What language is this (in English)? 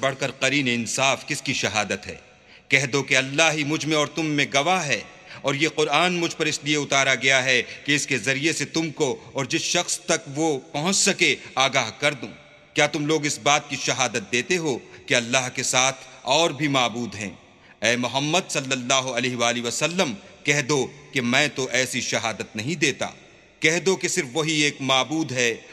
Urdu